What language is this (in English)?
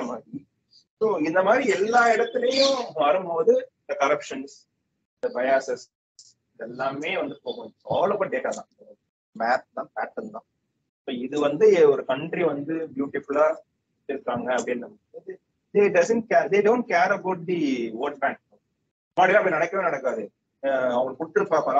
Tamil